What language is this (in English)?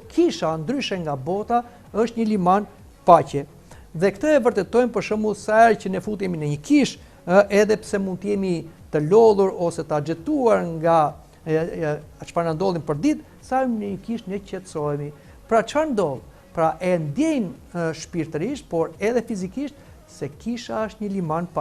Albanian